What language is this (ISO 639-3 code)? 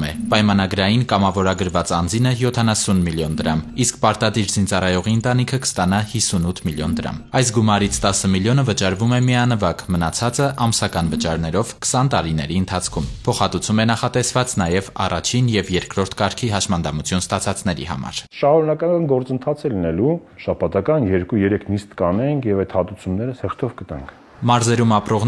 hye